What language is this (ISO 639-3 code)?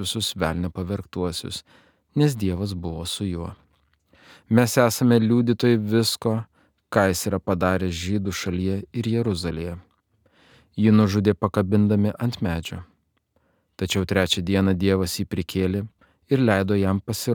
lit